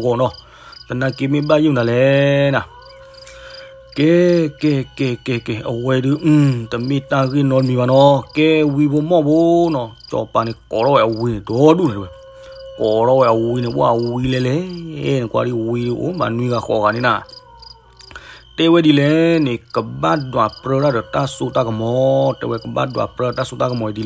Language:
S'gaw Karen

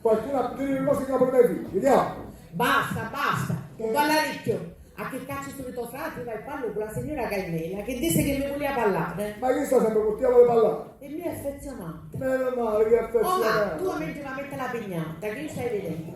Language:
Sicilian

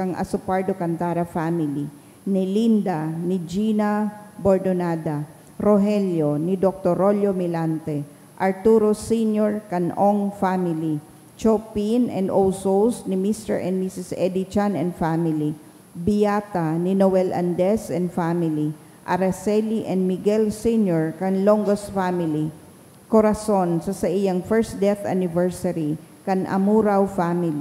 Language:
Bikol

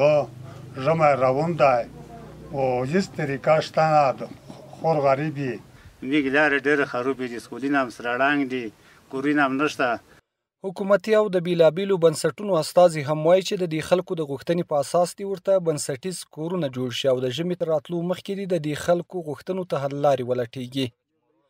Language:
Pashto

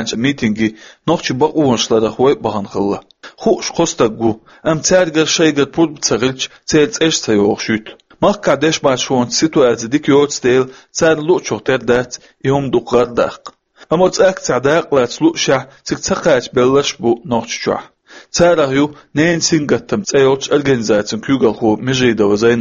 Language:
Chechen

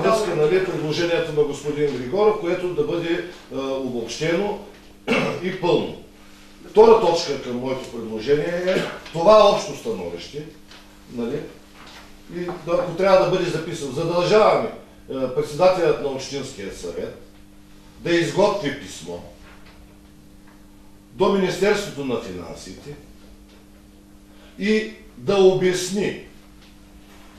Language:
Bulgarian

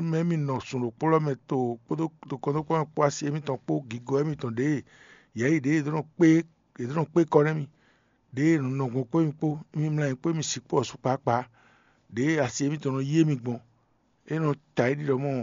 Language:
Fon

